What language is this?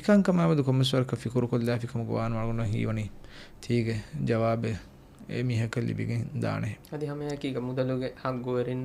Divehi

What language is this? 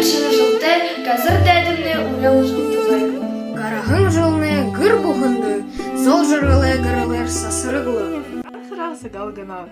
Buriat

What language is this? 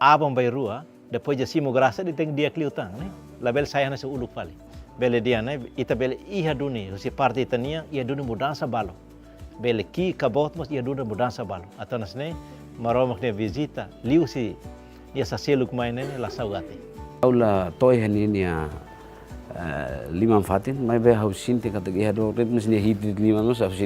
Tetum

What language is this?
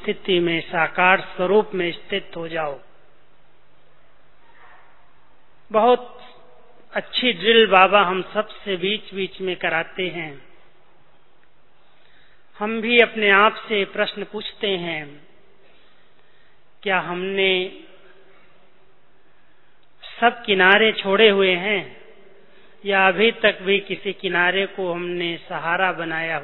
Hindi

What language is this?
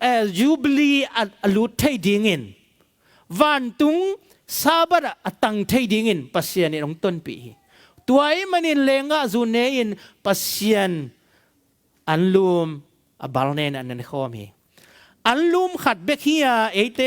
Tedim Chin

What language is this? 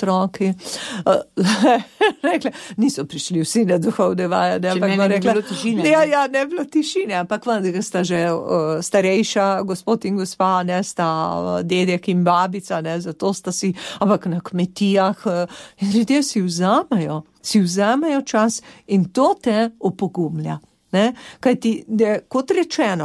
Slovenian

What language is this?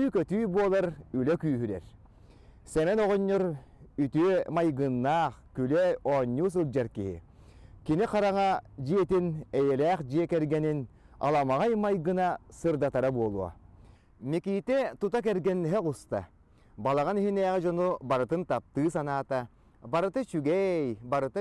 Yakut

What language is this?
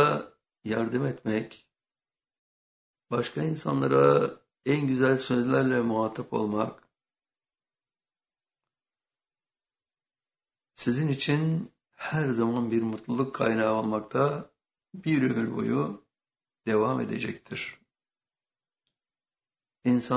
Turkish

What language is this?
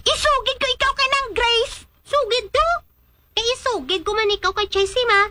Hiligaynon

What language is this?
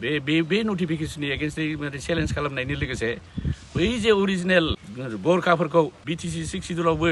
Bodo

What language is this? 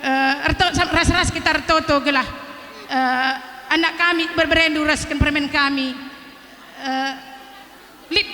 Batak Karo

